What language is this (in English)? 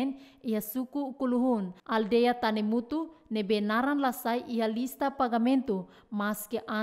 Tetum